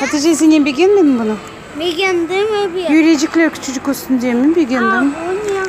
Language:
Crimean Tatar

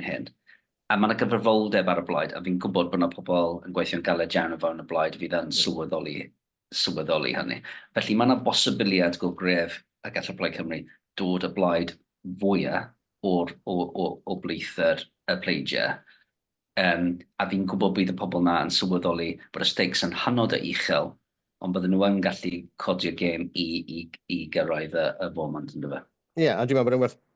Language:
Welsh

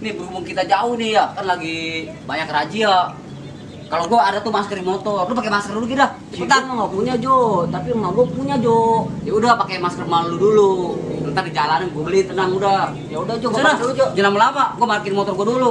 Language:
Betawi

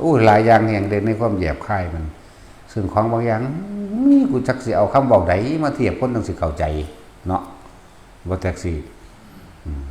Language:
Northeastern Thai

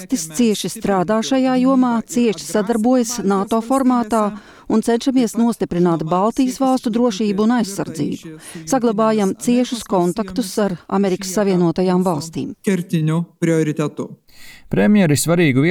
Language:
Latvian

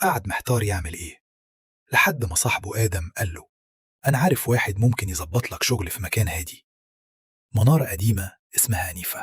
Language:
Egyptian Arabic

